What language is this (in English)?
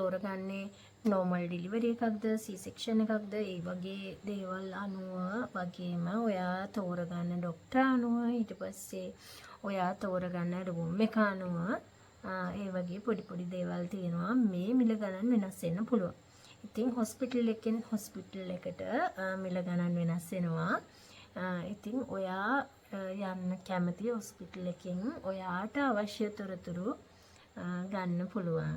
Sinhala